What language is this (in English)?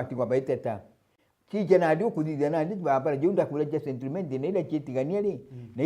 Meru